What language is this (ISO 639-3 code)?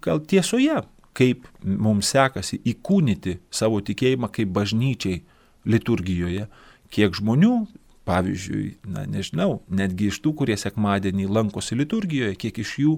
lit